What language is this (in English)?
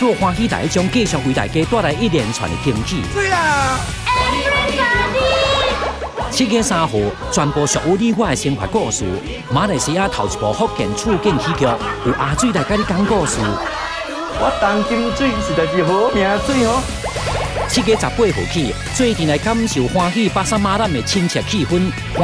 Min Nan Chinese